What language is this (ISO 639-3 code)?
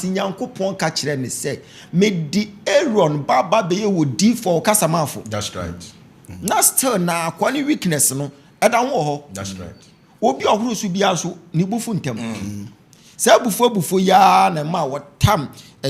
aka